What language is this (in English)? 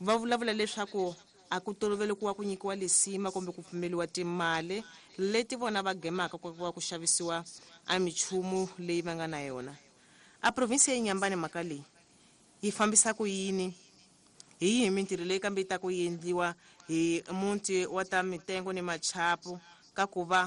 Tsonga